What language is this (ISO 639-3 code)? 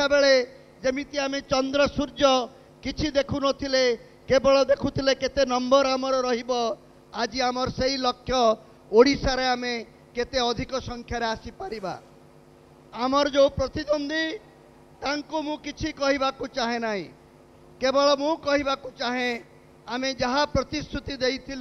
ori